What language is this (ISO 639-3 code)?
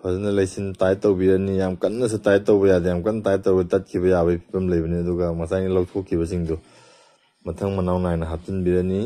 mni